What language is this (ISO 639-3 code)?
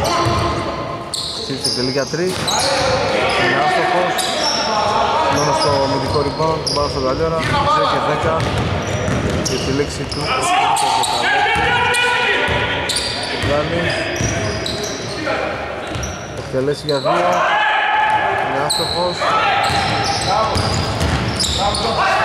ell